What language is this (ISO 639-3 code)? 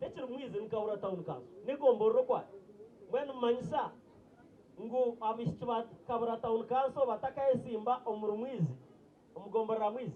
nyn